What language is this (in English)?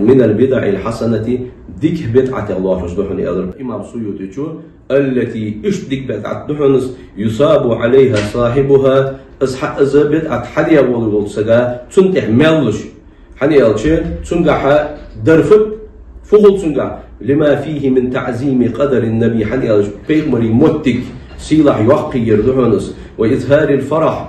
Ingush